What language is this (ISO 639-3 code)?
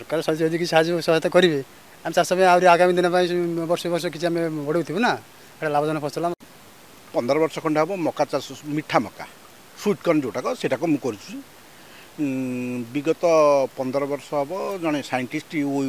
ori